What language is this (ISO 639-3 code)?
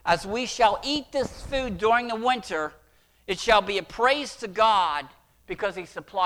eng